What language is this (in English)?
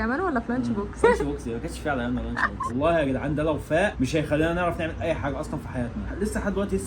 Egyptian Arabic